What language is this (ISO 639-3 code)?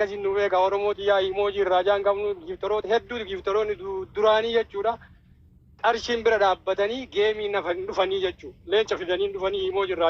orm